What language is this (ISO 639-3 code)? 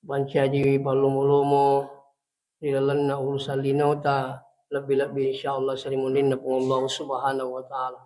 bug